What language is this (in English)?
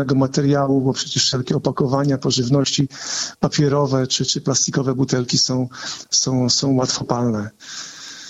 Polish